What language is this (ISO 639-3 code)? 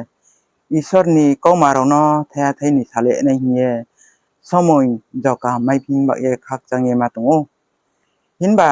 ria